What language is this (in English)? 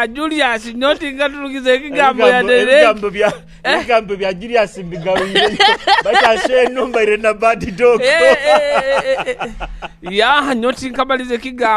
Nyoro